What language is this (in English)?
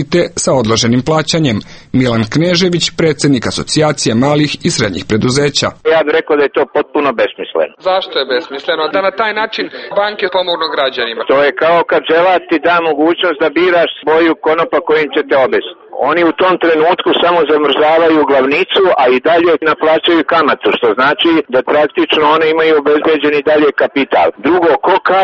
Serbian